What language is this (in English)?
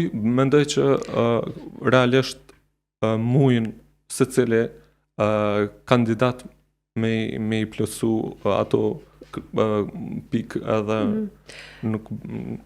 Albanian